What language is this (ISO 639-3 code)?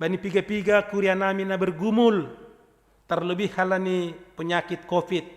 bts